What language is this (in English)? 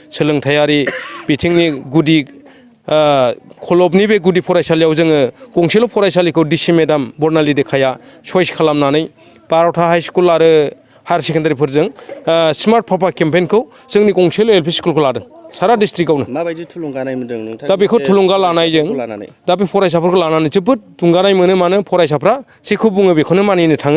Bodo